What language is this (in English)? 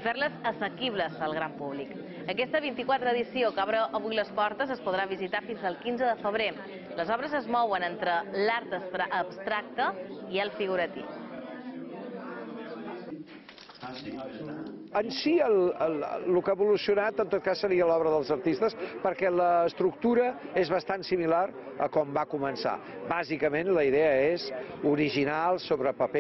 Catalan